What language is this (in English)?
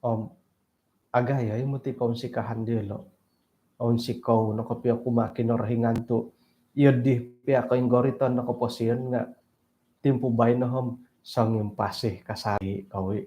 Central Dusun